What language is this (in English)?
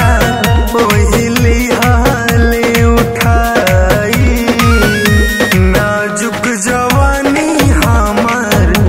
Bhojpuri